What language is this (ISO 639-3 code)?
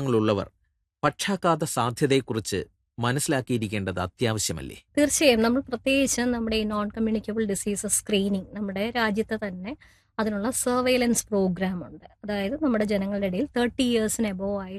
mal